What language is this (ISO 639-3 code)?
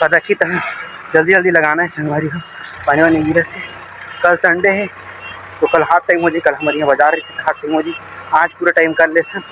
hne